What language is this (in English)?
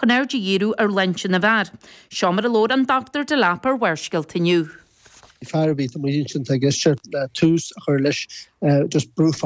Irish